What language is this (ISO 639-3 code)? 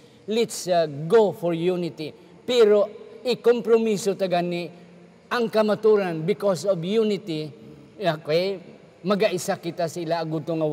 hil